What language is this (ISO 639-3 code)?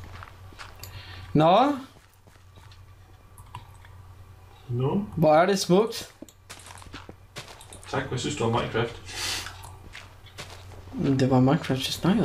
dan